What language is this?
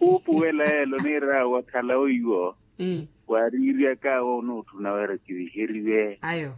Makhuwa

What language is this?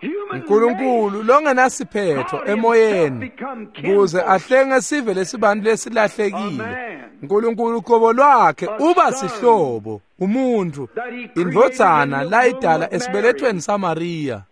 Swati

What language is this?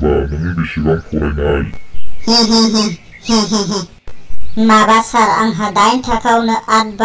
Bodo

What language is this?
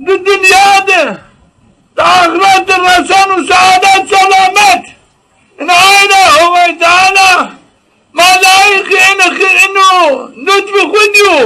Zaza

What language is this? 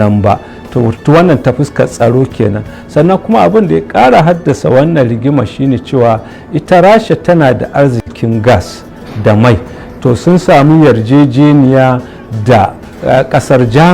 Hausa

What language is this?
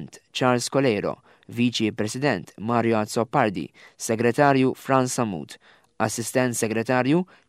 Maltese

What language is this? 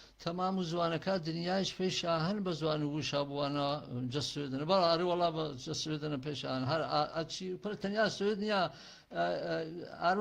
Gurani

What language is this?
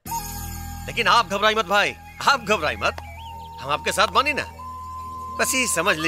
Bhojpuri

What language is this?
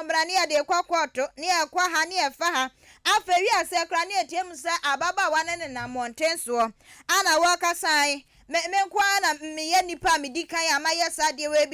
Akan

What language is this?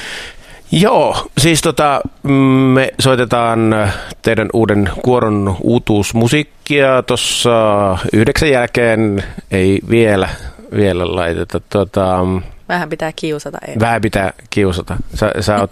Finnish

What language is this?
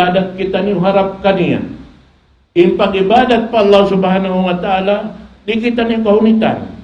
Tausug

